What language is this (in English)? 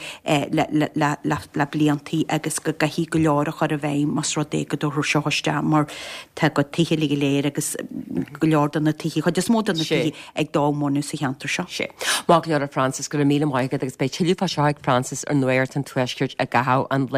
Irish